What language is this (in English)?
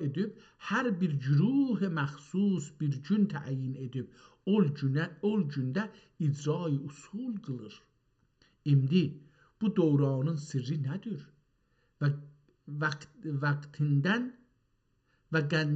South Azerbaijani